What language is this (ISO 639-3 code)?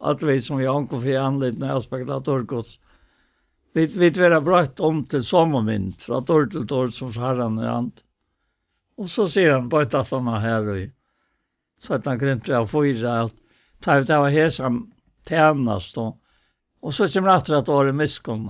fao